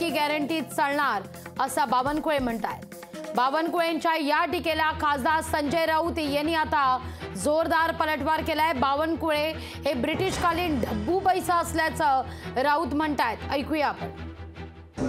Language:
Marathi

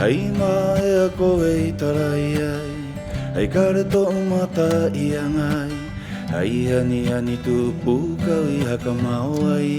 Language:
Rapanui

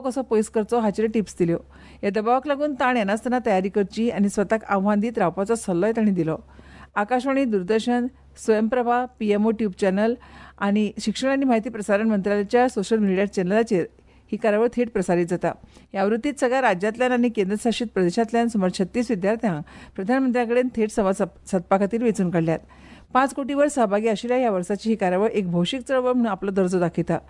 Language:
Konkani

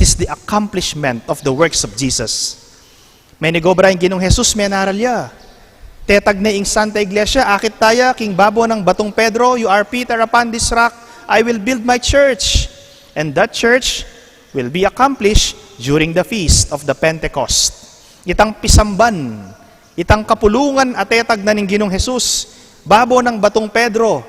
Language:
Pampanga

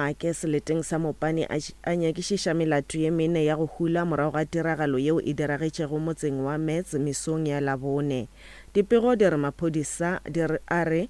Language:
Northern Sotho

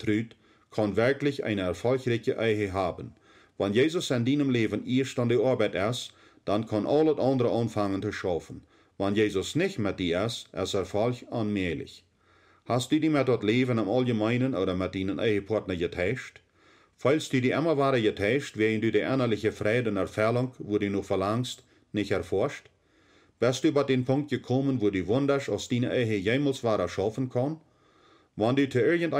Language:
Plautdietsch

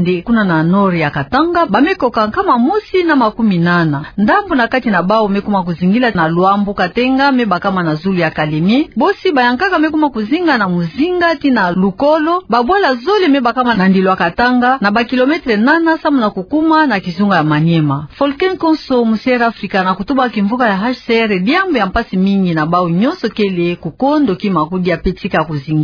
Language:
Kituba (Democratic Republic of Congo)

